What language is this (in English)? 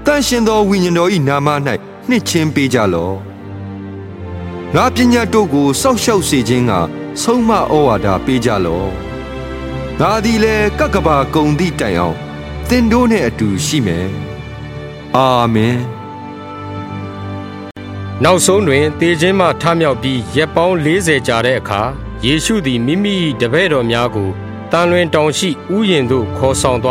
Burmese